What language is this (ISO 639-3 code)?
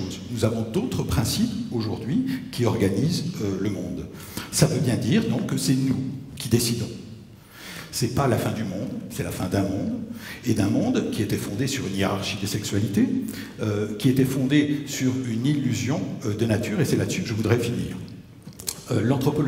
fra